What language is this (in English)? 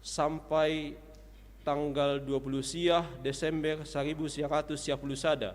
Batak Simalungun